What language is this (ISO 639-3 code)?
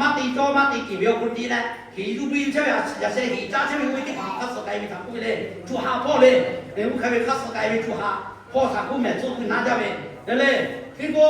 lhu